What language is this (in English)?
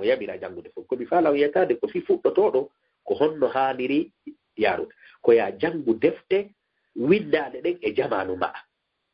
Fula